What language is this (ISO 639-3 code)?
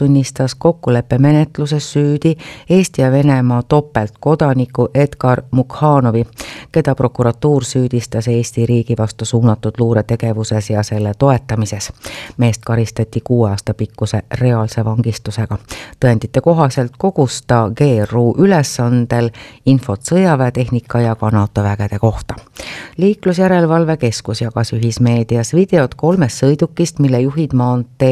est